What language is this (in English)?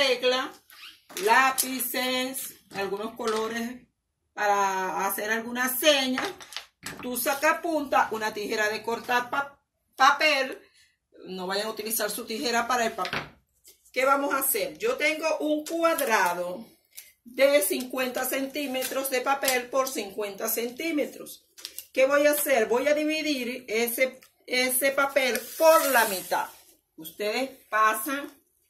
Spanish